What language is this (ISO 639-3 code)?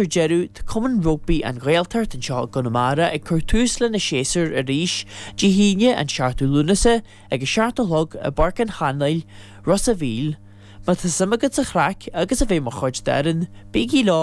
gle